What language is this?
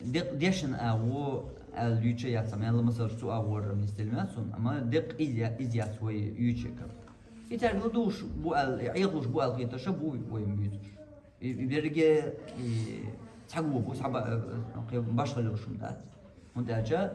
Chechen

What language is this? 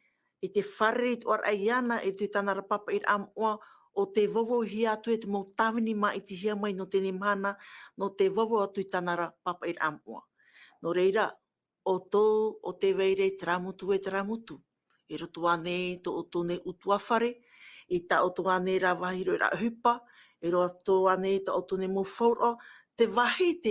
Tahitian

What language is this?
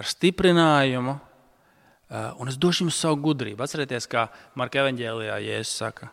Latvian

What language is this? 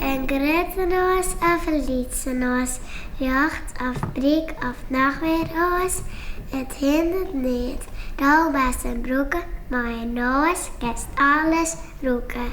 Western Frisian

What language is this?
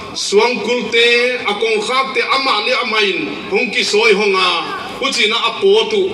Paite Chin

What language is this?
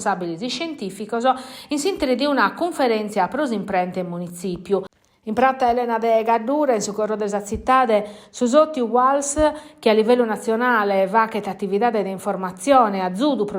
Sardinian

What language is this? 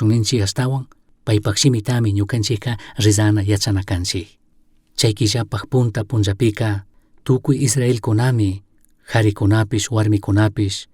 Chimborazo Highland Quichua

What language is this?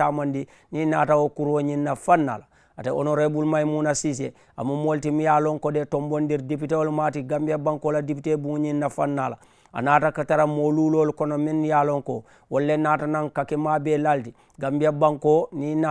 Mandingo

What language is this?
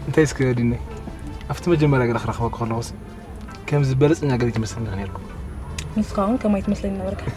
Tigrinya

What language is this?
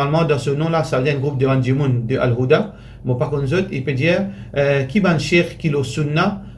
Morisyen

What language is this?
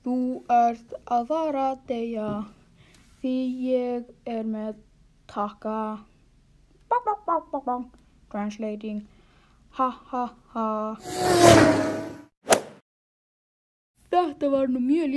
Icelandic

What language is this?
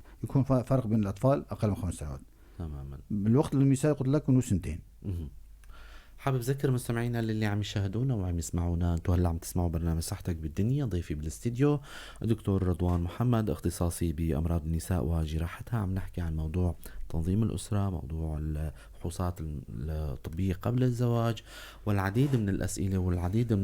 North Levantine Arabic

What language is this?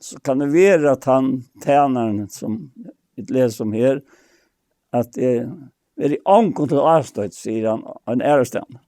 Faroese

